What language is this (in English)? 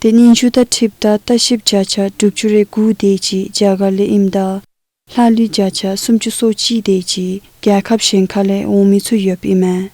Dzongkha